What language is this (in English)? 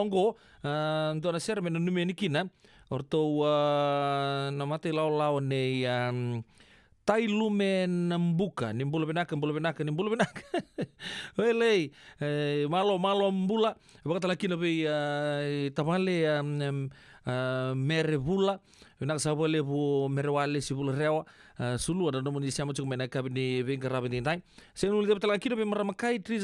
Fijian